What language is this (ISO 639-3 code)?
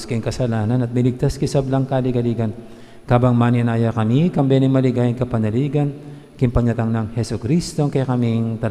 pam